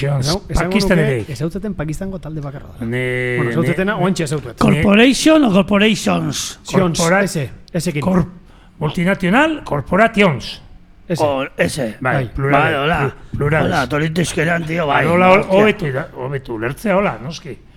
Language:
Basque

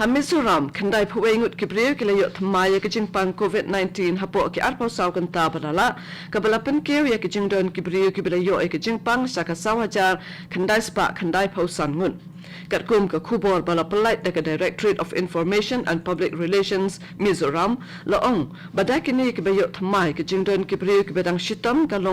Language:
Khasi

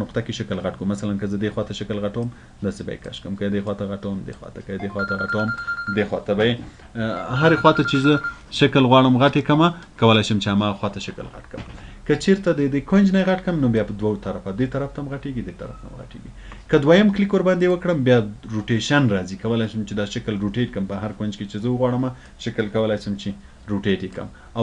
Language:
Pashto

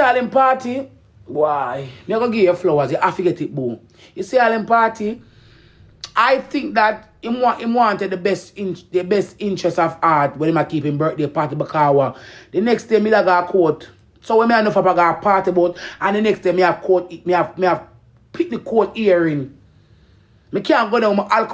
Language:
Jamaican Creole English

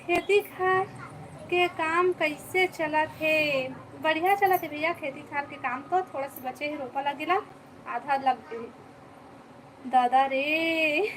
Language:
Chhattisgarhi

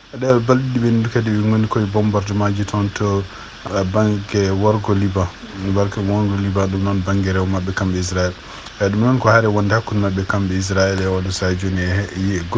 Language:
Fula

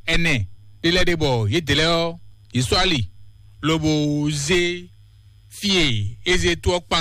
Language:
Fon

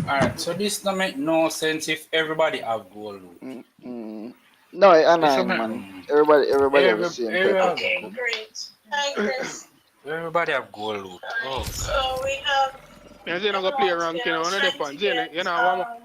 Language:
Jamaican Creole English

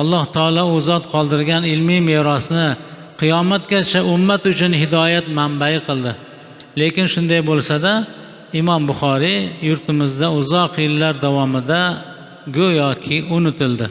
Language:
Uzbek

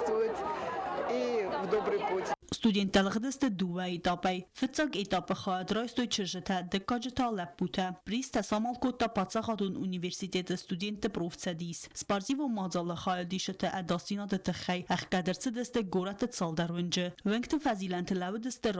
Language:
Ossetic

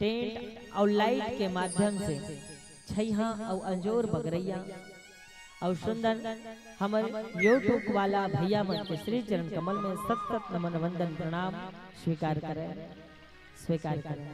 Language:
Chhattisgarhi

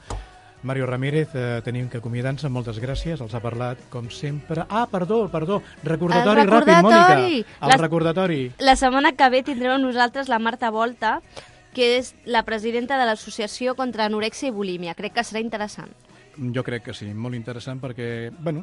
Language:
Catalan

